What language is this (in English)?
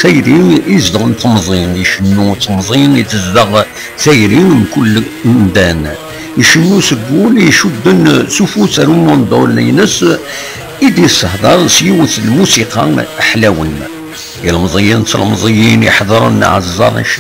Kabyle